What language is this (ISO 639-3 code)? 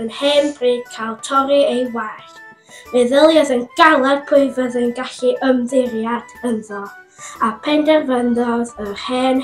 cym